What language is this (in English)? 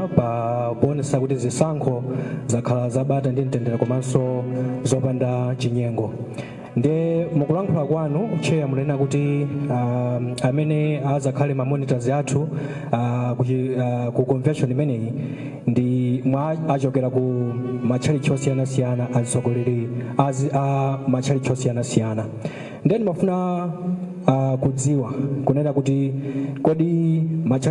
Nyanja